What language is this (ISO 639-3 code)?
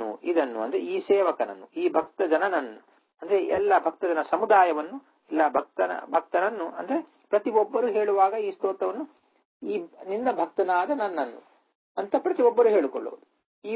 kan